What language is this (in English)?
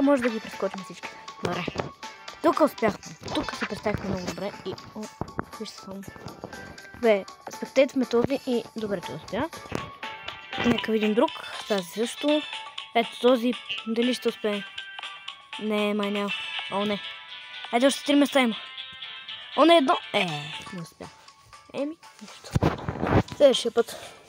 Bulgarian